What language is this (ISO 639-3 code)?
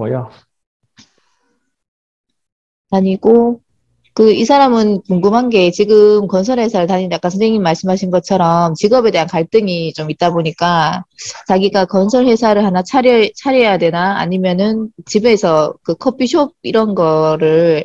kor